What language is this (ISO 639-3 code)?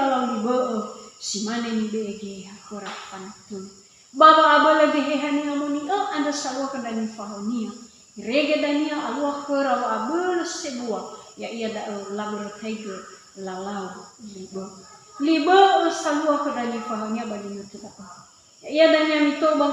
nia